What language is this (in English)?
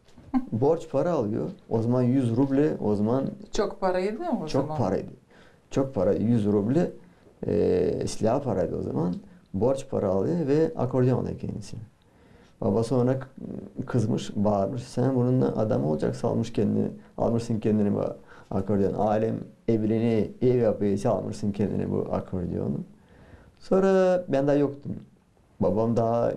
Gagauz